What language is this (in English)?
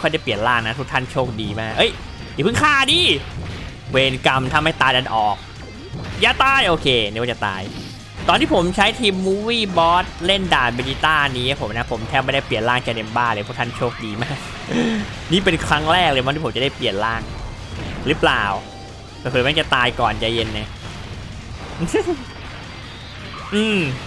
Thai